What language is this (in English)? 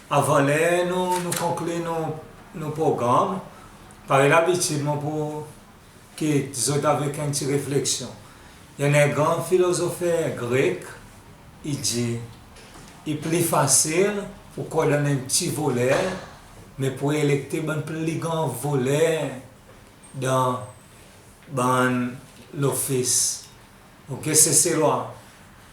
Seselwa Creole French